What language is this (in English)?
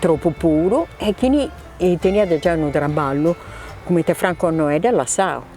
Sardinian